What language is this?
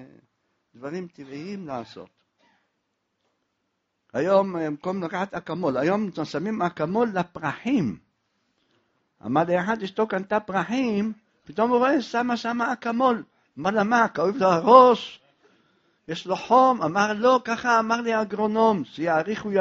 Hebrew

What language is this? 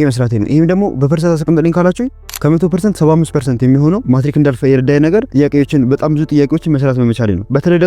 Amharic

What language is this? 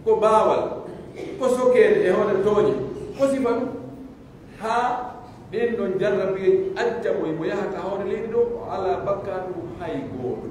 Pular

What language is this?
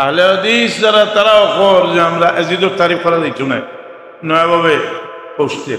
Sylheti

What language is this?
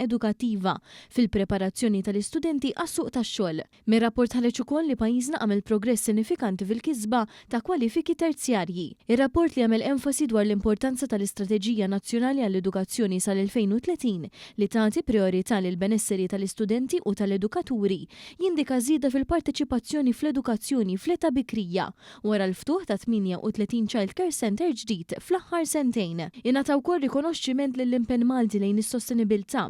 Maltese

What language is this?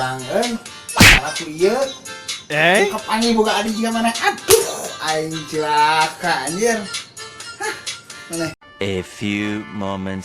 Sundanese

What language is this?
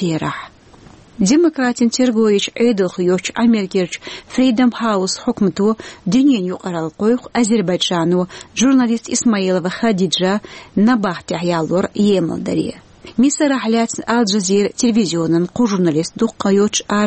Chechen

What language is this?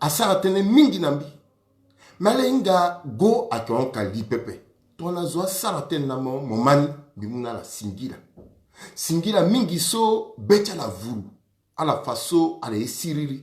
Sango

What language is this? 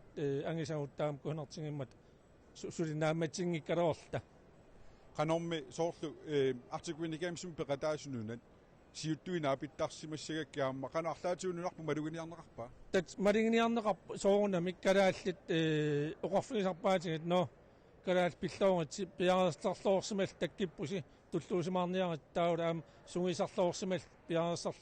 Kalaallisut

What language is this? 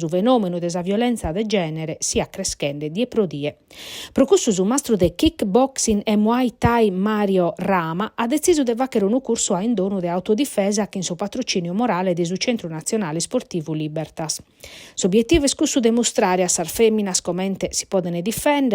Sardinian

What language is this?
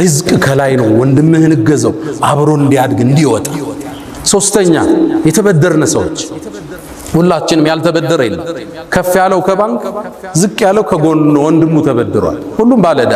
Amharic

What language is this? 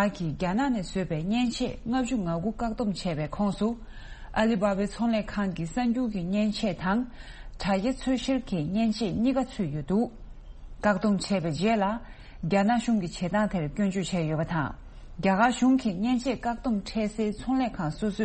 Tibetan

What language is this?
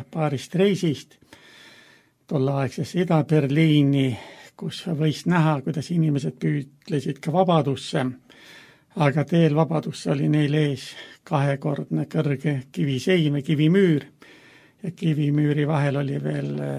Estonian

